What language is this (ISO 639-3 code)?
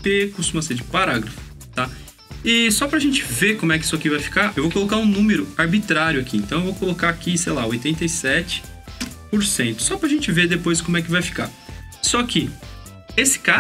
por